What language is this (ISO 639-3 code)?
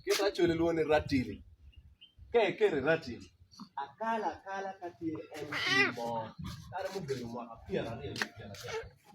ach